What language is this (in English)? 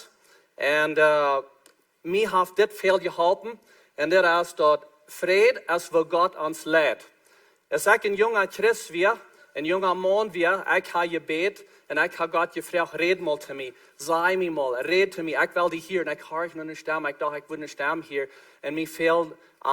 Plautdietsch